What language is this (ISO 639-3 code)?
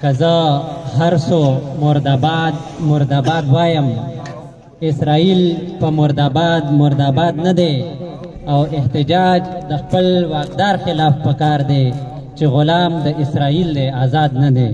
pus